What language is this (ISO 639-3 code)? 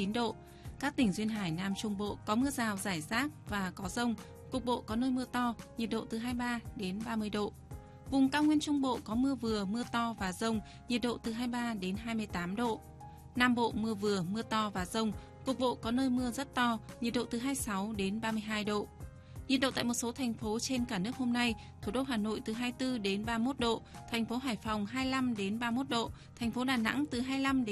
vie